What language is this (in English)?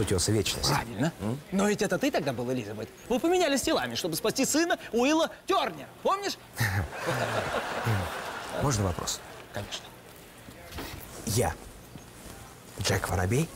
Russian